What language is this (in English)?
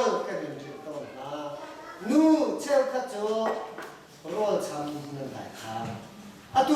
Hakha Chin